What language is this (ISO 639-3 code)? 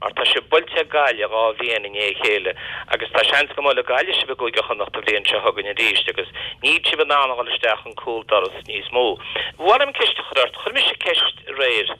gle